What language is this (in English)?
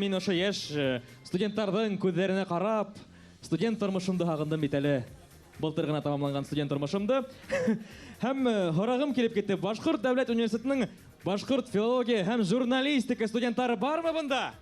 Bashkir